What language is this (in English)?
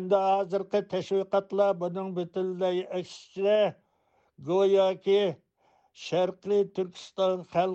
Uyghur